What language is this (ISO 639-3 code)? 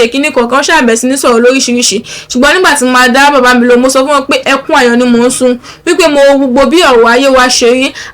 yor